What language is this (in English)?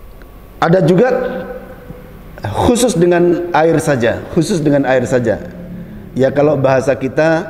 Indonesian